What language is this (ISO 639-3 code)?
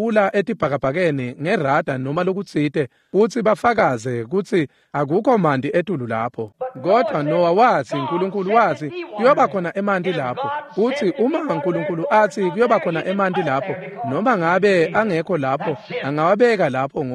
ssw